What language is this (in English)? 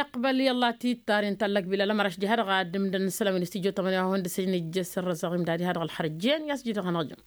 Tamasheq